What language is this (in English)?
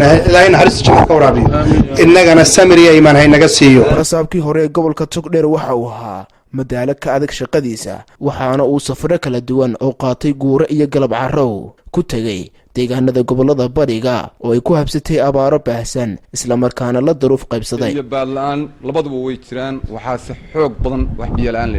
Somali